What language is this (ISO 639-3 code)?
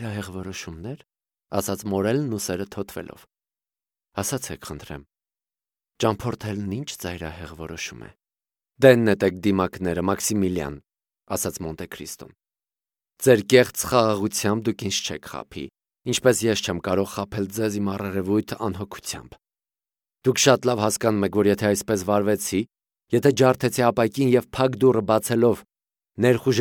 hye